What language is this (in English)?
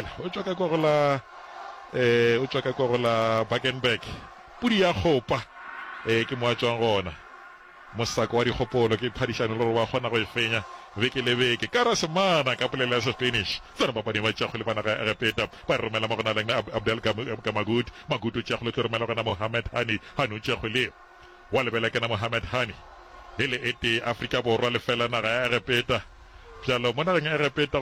Northern Sotho